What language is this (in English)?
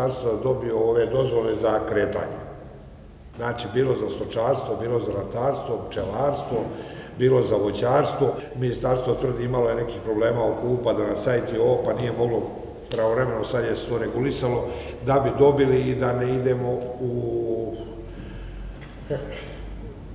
Serbian